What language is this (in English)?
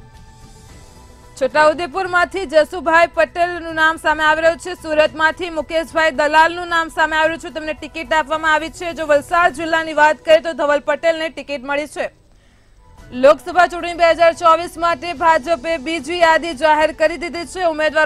Gujarati